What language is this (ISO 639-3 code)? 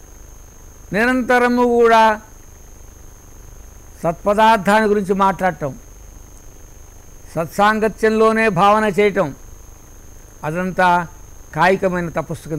tel